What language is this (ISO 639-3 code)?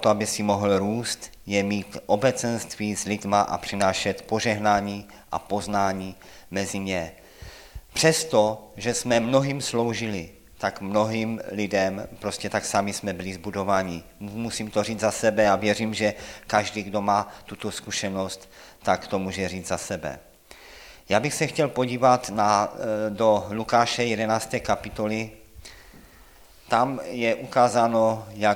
ces